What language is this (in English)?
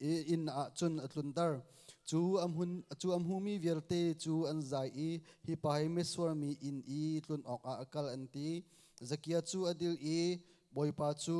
Hakha Chin